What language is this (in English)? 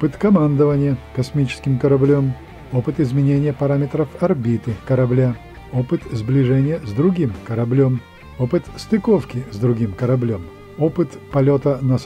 Russian